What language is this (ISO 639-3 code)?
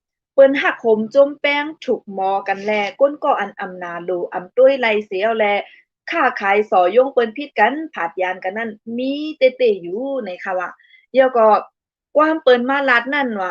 shn